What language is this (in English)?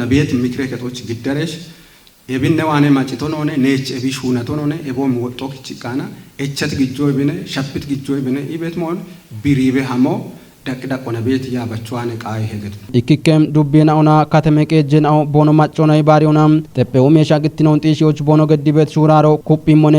Kafa